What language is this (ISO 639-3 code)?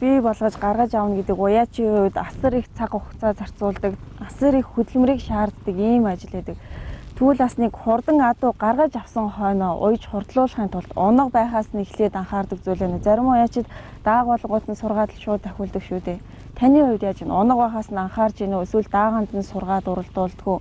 mon